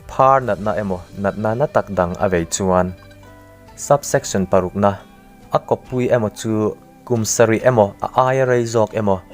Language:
Mizo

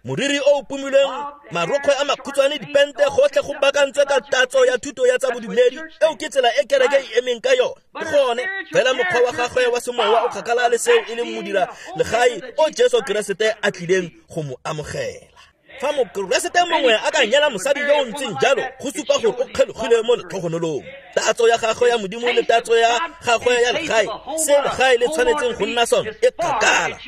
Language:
Tswana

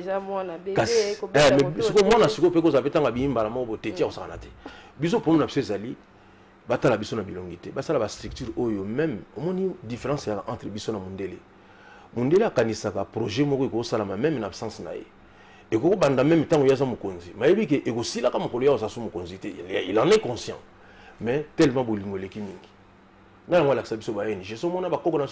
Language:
Lingala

